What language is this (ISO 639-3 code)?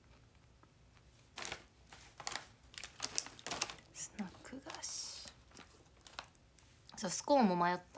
jpn